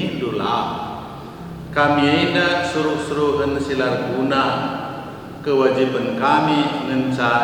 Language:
Batak Karo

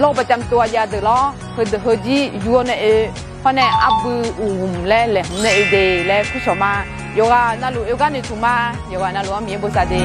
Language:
Akha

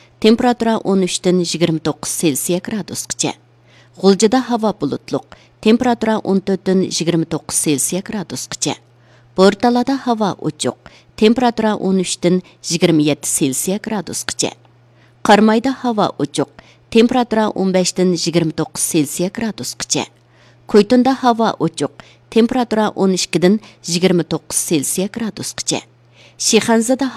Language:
Uyghur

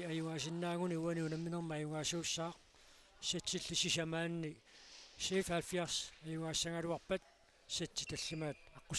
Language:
Kalaallisut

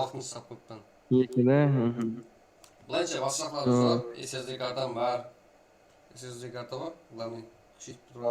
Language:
Kara-Kalpak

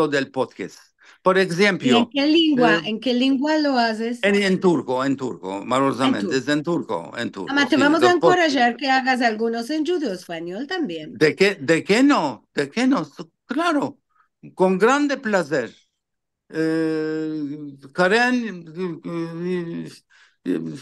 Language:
Ladino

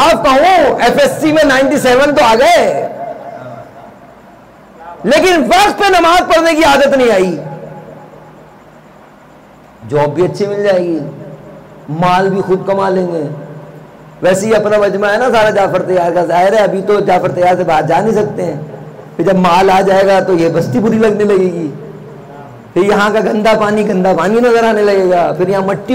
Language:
Urdu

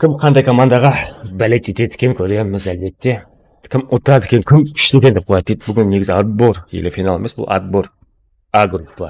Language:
Kara-Kalpak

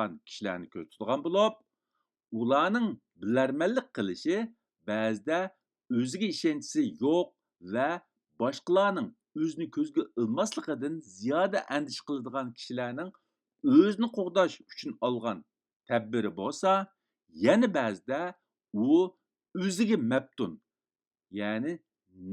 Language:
Uyghur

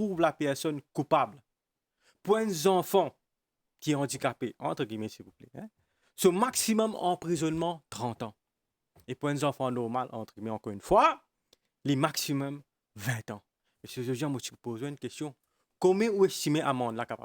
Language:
Morisyen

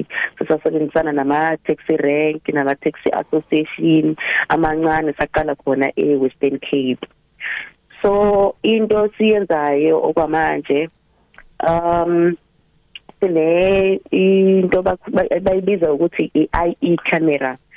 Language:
South Ndebele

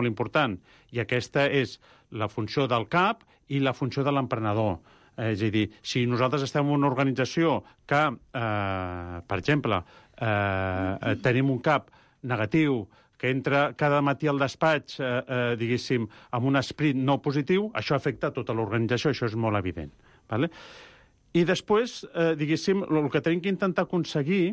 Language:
Catalan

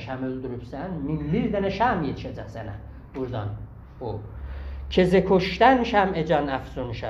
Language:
South Azerbaijani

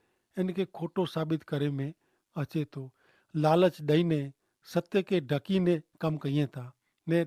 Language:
Kachhi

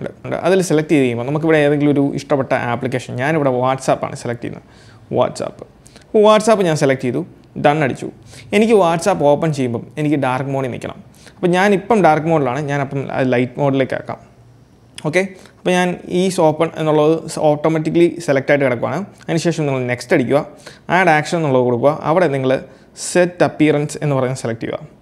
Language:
Malayalam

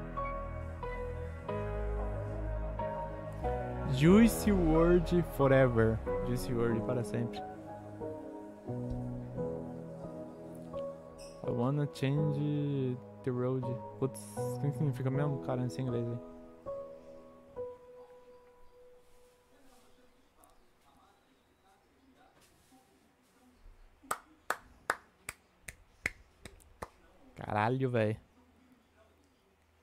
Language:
Portuguese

